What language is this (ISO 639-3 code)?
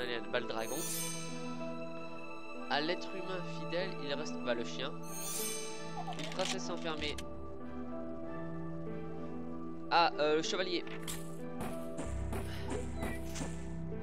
fra